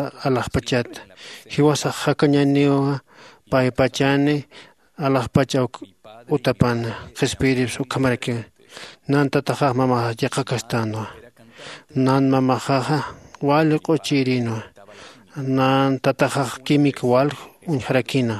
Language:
Aymara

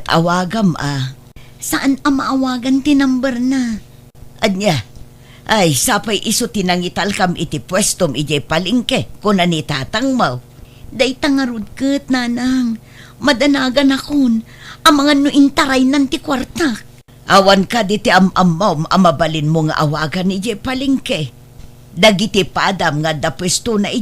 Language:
Iloko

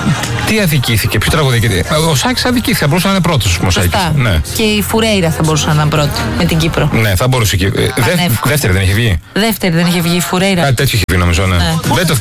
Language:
Greek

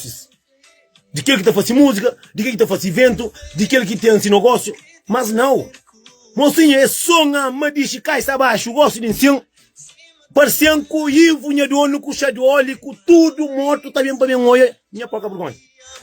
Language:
Kabuverdianu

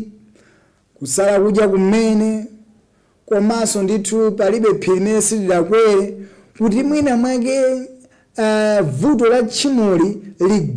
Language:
Nyanja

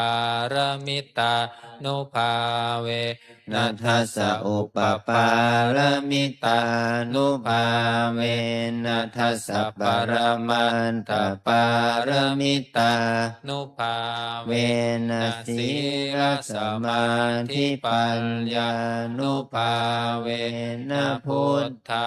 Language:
Pali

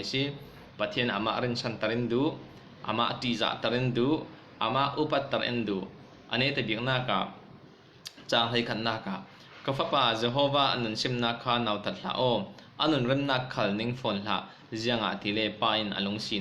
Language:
Falam Chin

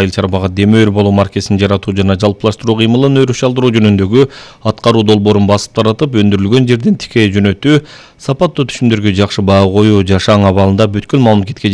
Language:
Kyrgyz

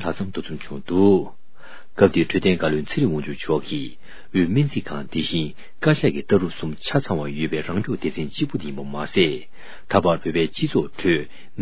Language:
Tibetan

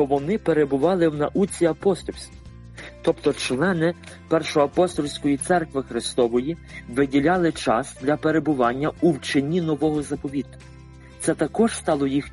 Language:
Ukrainian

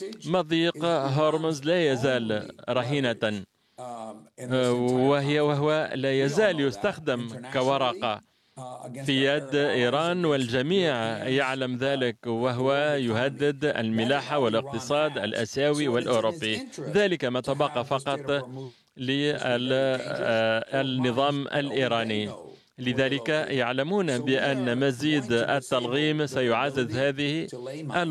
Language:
Arabic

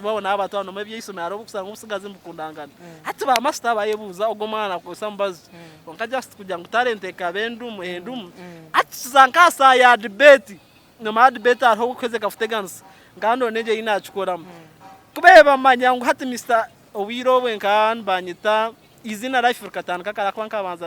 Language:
Nyankole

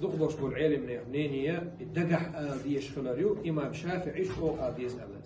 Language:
Chechen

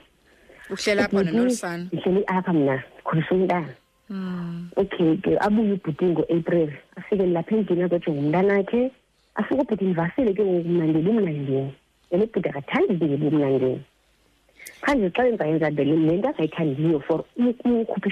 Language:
Xhosa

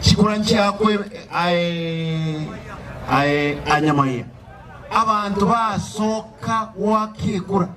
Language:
Gusii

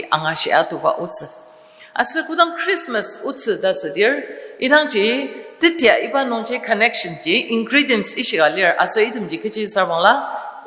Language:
Ao Naga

